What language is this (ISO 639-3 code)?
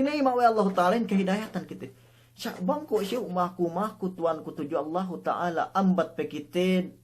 yka